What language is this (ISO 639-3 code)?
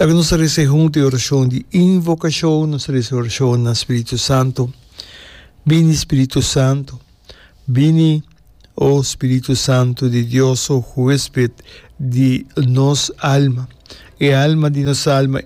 pap